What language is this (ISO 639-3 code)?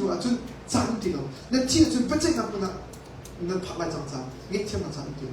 cnh